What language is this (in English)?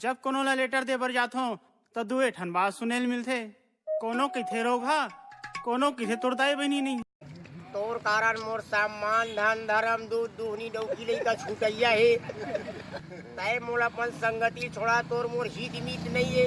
Chhattisgarhi